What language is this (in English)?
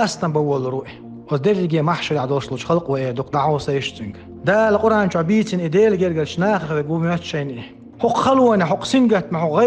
Chechen